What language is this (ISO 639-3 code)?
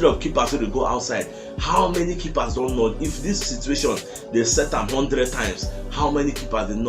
pcm